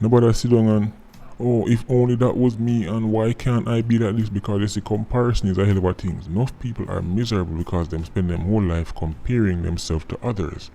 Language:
Jamaican Creole English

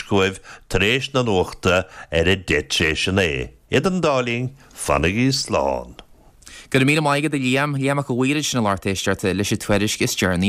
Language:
Irish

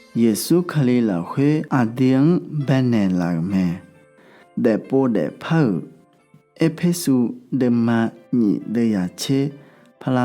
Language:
Akha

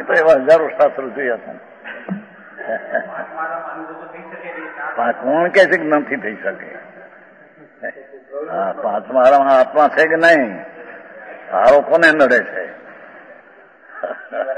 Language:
Gujarati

